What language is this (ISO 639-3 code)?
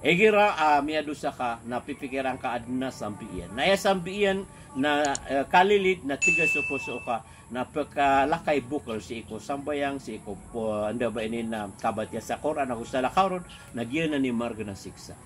mrw